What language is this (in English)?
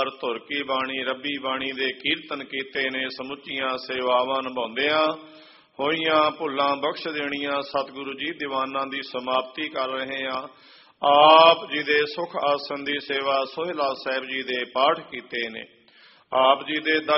Punjabi